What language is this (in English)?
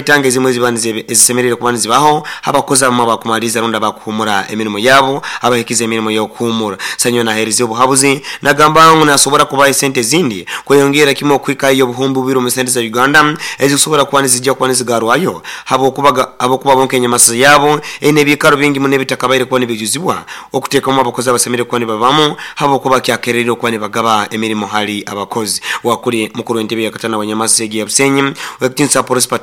Nyoro